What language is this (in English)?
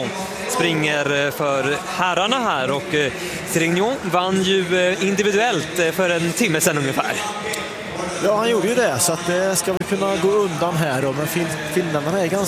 Swedish